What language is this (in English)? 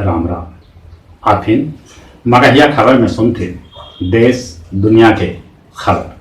Magahi